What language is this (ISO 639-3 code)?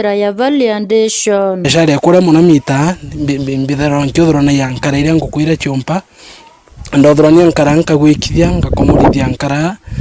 mer